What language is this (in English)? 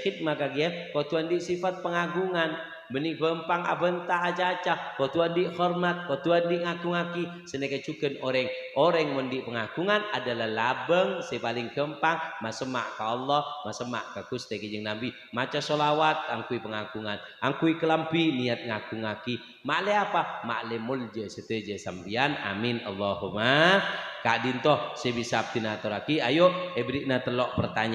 Madurese